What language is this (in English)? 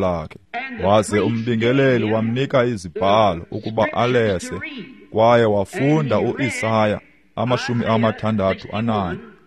Xhosa